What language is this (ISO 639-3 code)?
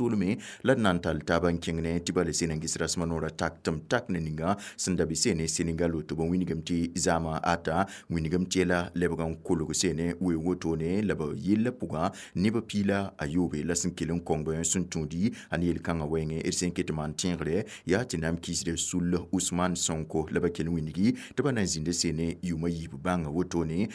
mos